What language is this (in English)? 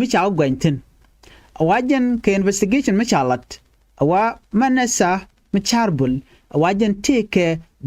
Nuer